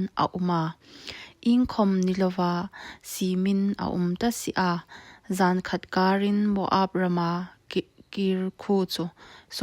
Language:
Hmar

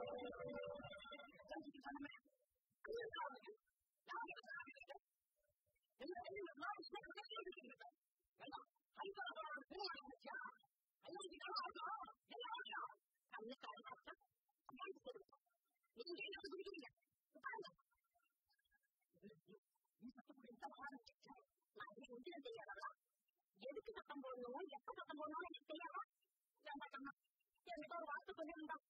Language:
Tamil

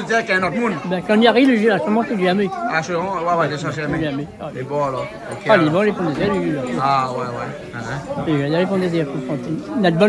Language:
Réunion Creole French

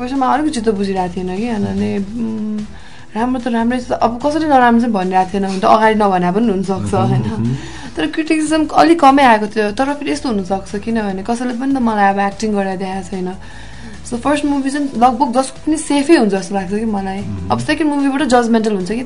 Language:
Nepali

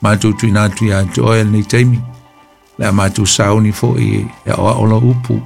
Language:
Samoan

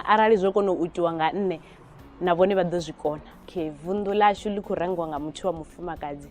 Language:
Venda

